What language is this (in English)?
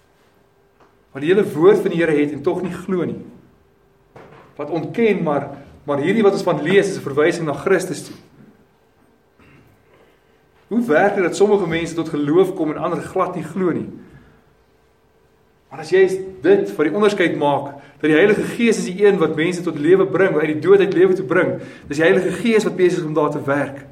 Afrikaans